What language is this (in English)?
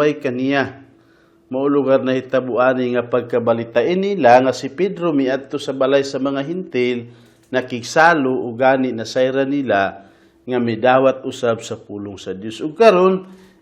Cebuano